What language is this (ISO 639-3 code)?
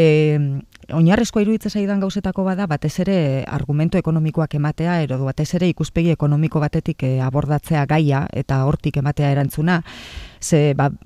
eus